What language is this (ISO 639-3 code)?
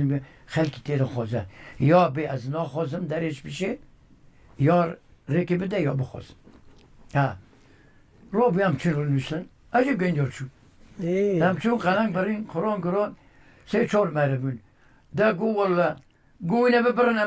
kur